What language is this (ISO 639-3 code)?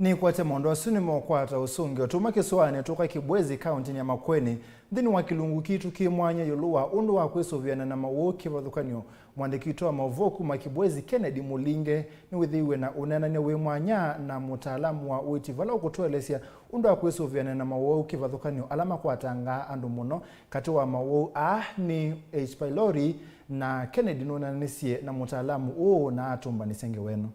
kam